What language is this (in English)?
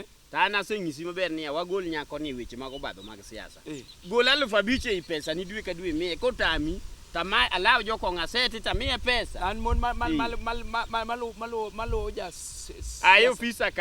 Luo (Kenya and Tanzania)